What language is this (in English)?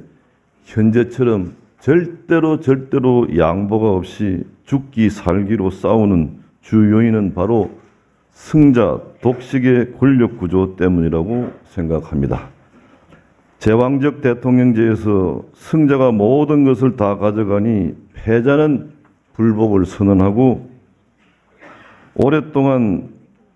Korean